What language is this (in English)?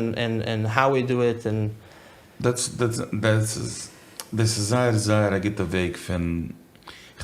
Yiddish